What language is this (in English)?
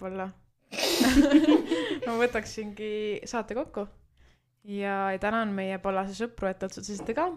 Estonian